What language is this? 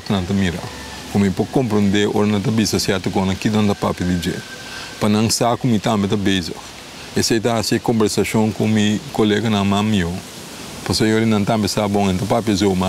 Papiamento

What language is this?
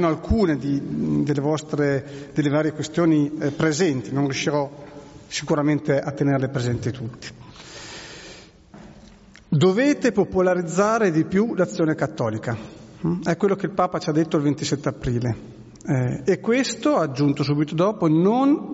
Italian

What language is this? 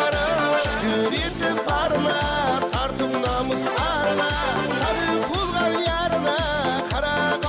Kara-Kalpak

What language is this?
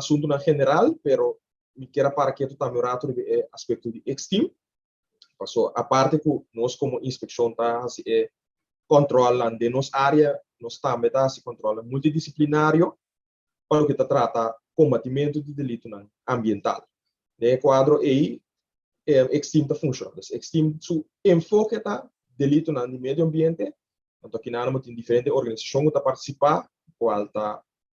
Papiamento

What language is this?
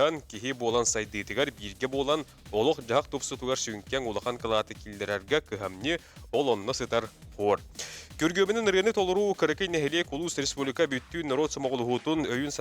Yakut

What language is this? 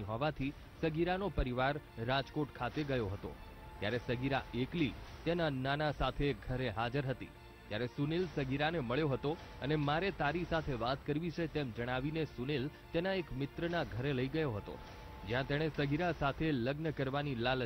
Gujarati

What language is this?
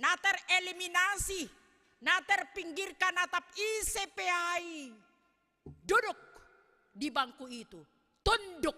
Batak Simalungun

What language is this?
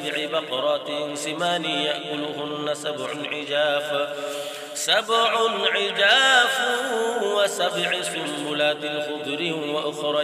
Arabic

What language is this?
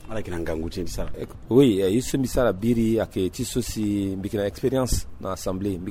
Sango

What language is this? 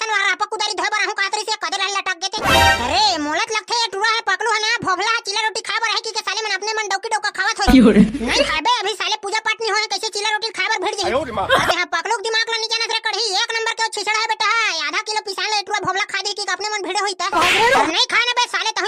Chhattisgarhi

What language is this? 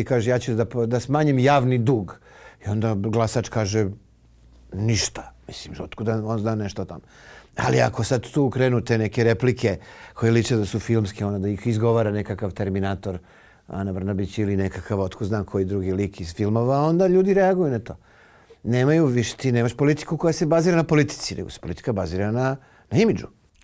Serbian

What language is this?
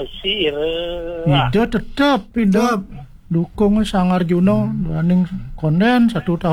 Balinese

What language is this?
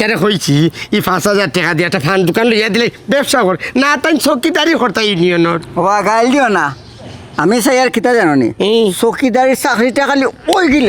Sylheti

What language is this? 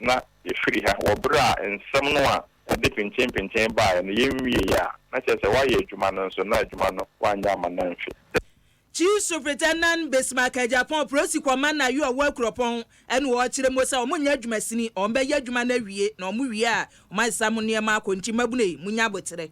Akan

